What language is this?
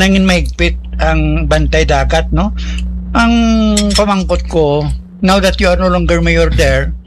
Hiligaynon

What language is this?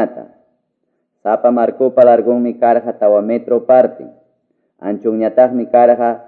Quechua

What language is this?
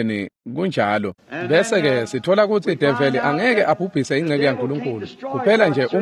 Swati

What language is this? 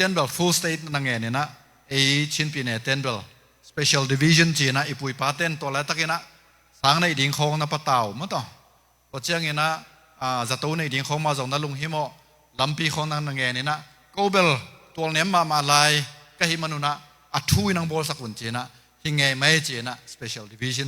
Tedim Chin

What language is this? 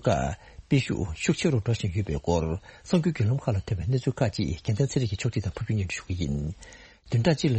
Tibetan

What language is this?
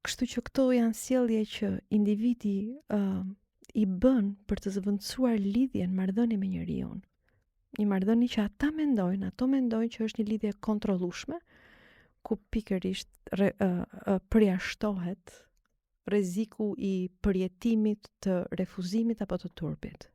Albanian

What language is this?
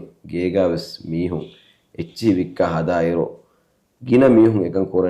Divehi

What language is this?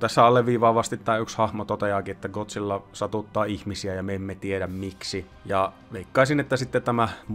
Finnish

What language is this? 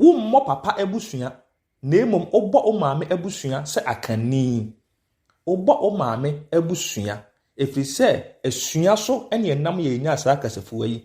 Akan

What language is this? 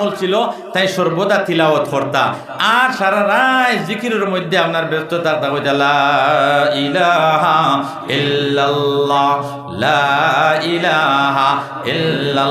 Sylheti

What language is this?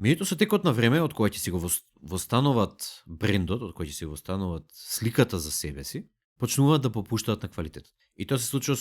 Macedonian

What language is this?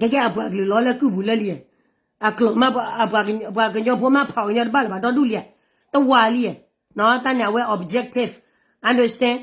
S'gaw Karen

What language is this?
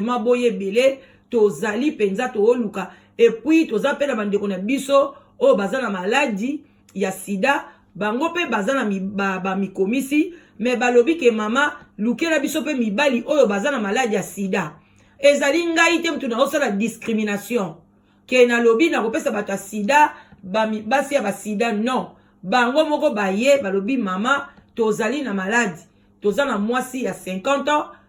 Lingala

